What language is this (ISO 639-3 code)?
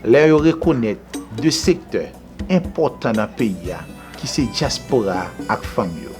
hat